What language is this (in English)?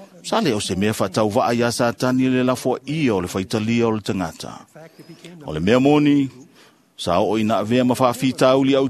Samoan